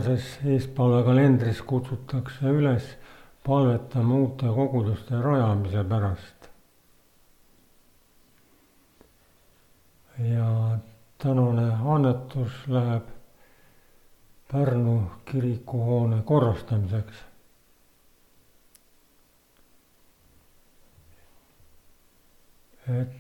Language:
Estonian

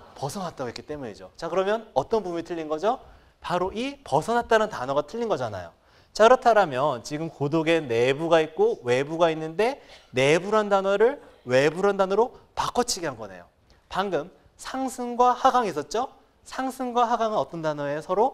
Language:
Korean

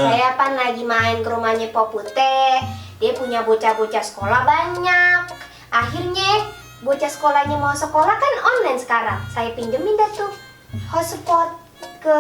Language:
Betawi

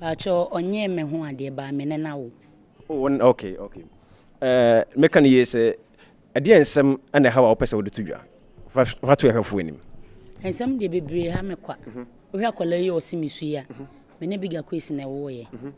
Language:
Akan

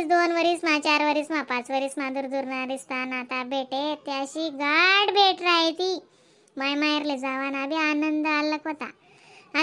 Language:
Khandesi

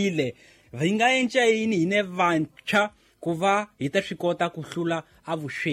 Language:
Tsonga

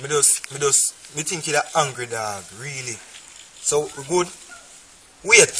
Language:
Jamaican Creole English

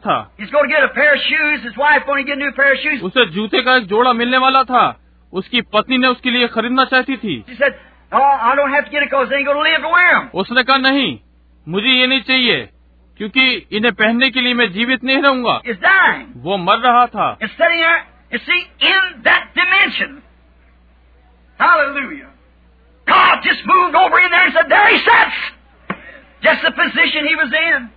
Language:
Hindi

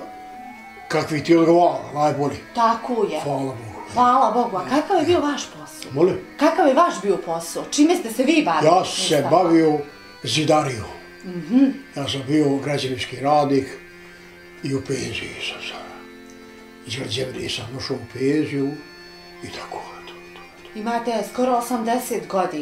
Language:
Bosnian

